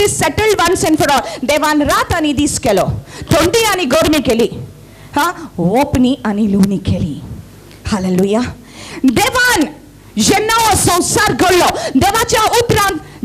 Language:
Konkani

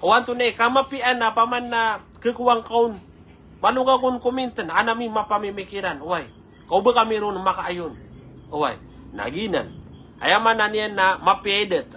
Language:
Maranao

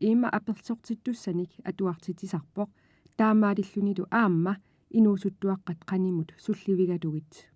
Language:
Kalaallisut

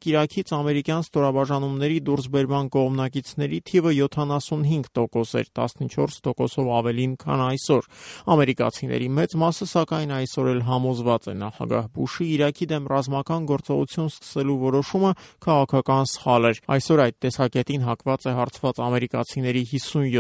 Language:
Armenian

